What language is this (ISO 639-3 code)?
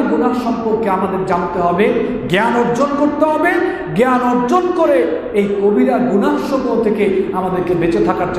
ben